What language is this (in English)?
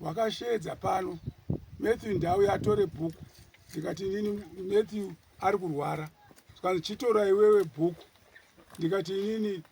Shona